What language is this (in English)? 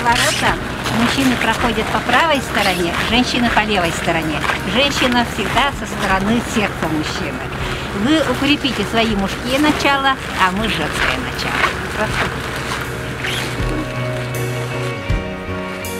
Russian